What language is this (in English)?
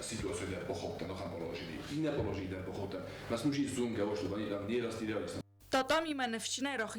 Ossetic